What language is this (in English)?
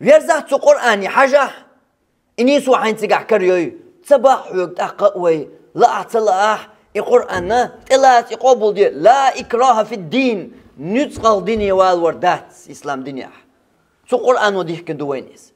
Chechen